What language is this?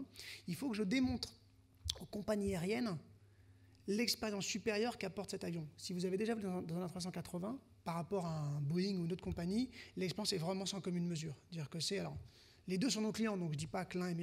French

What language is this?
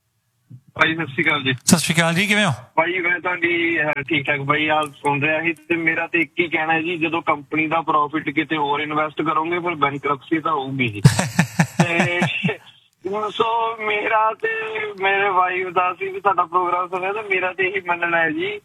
Punjabi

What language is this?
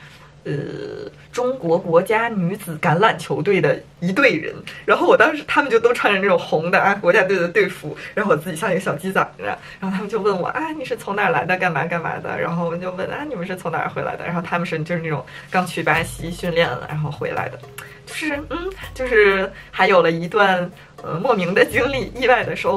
Chinese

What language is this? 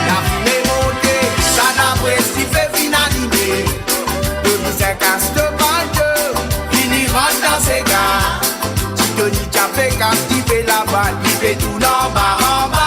Morisyen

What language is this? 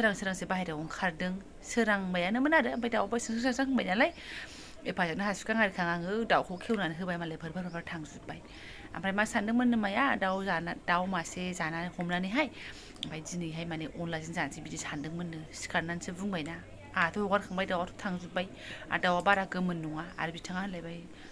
Bodo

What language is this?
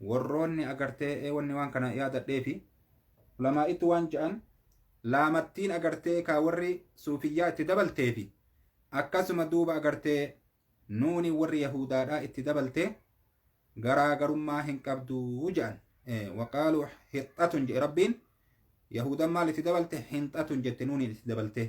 Oromo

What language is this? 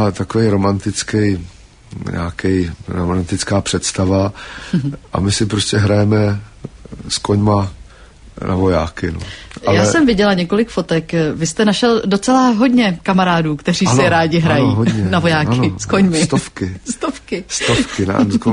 Czech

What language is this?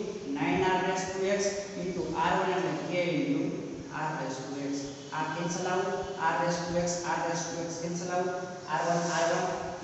Gujarati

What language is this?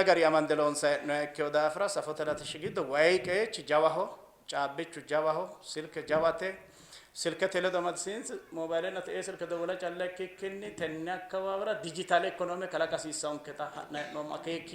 Sidamo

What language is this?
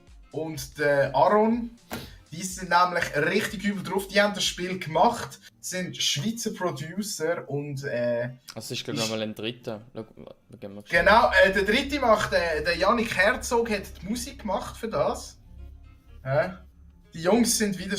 Swiss German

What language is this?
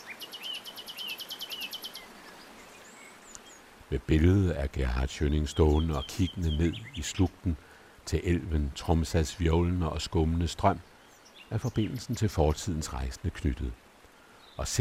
Danish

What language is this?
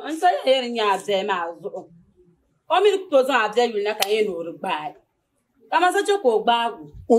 Dagbani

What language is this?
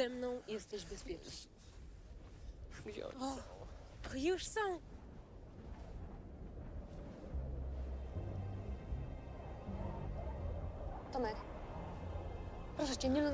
Polish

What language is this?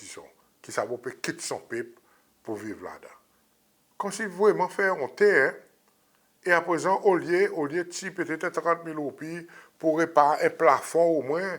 Seselwa Creole French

